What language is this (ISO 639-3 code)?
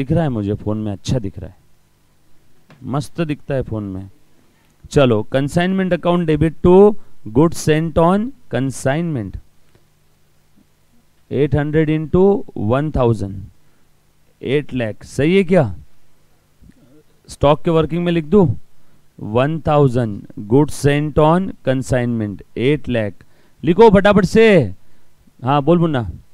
hin